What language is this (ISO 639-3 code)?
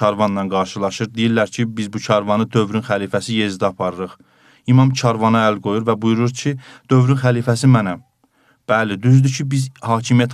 aze